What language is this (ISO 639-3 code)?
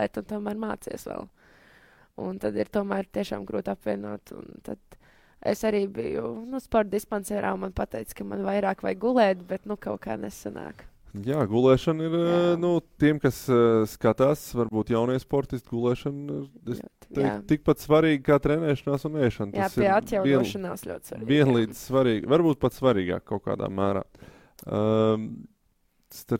lav